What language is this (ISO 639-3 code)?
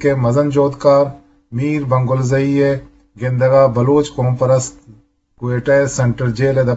bgp